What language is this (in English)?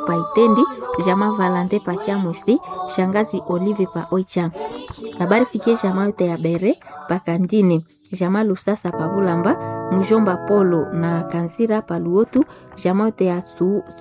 Swahili